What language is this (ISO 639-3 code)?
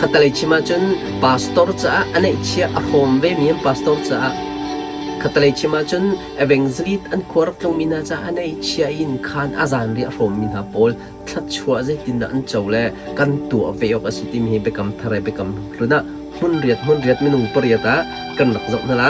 cnh